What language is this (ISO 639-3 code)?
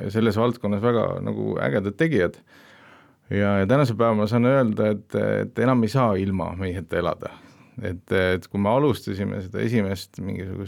est